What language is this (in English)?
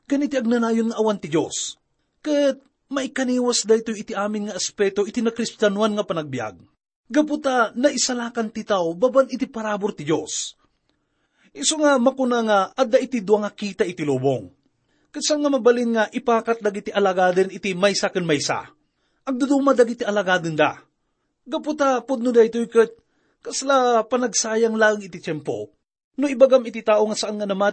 Iloko